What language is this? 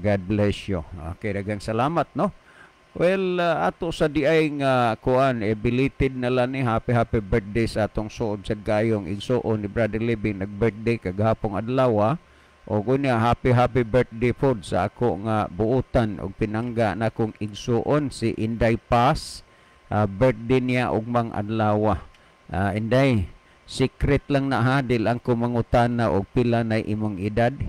Cebuano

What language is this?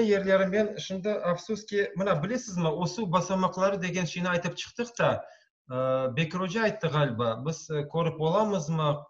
Crimean Tatar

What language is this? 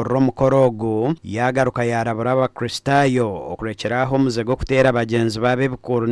Nyankole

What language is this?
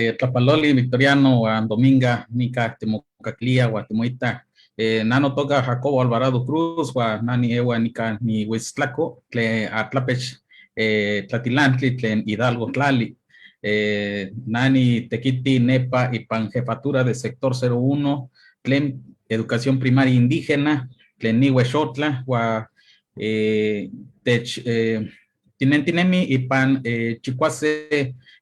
Eastern Huasteca Nahuatl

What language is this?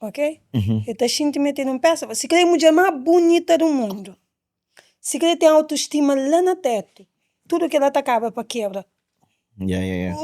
Kabuverdianu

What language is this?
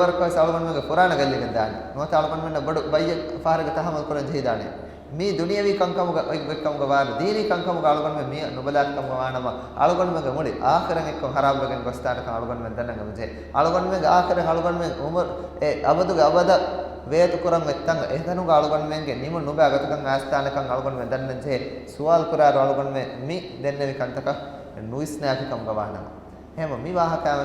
Divehi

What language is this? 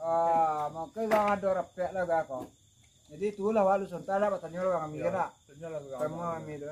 Minangkabau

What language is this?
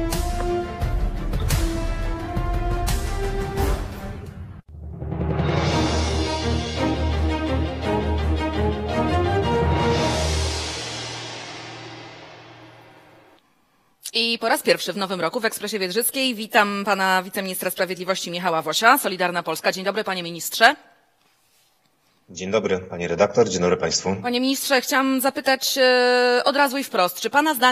Polish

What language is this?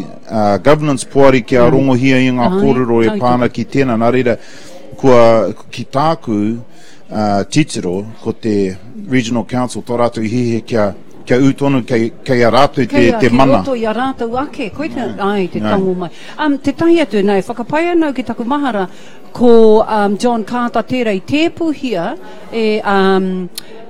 Māori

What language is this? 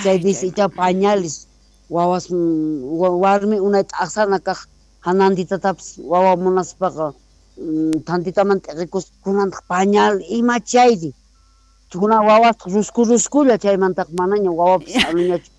South Bolivian Quechua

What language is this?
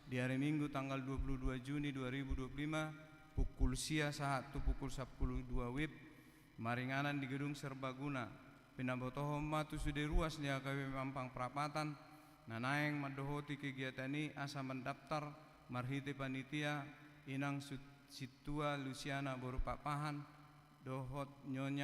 Batak Toba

